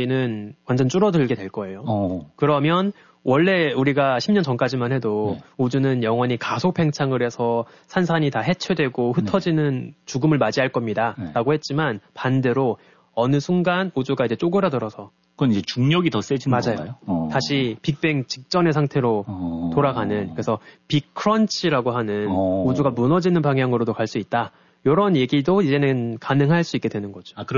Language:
Korean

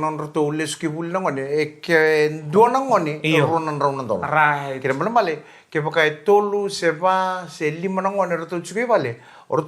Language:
Fijian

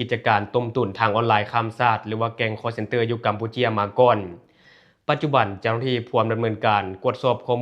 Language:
Lao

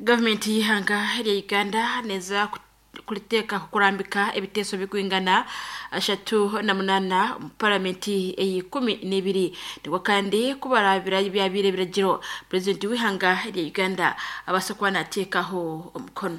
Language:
Nyankole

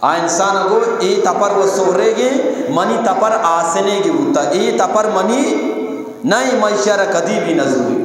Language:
Eastern Balochi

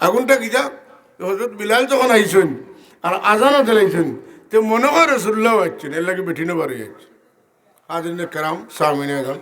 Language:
Sylheti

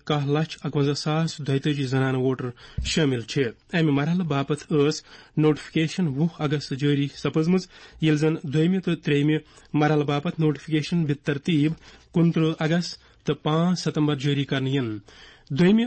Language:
Kashmiri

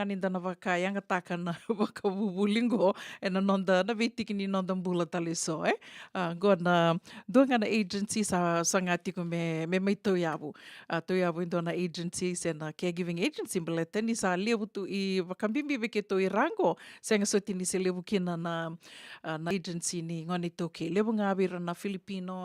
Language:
Fijian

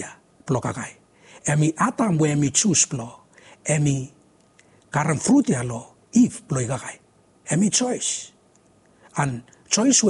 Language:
Bislama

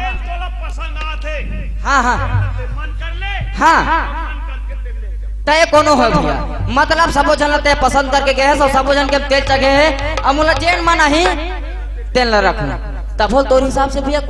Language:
Chhattisgarhi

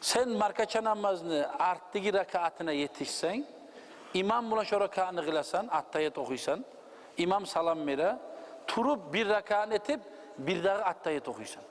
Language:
Kumyk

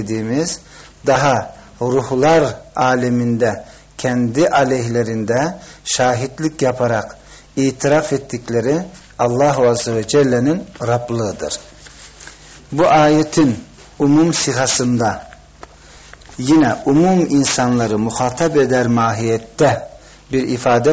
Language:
Turkish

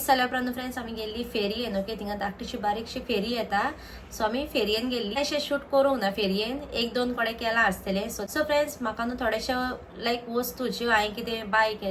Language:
Konkani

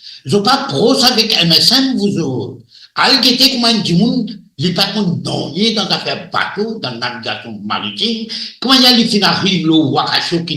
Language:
Morisyen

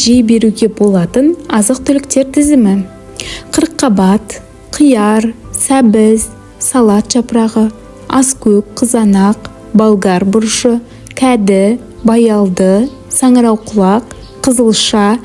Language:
Kazakh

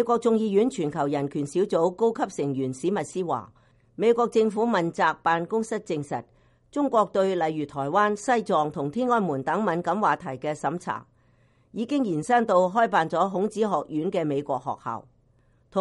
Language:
Cantonese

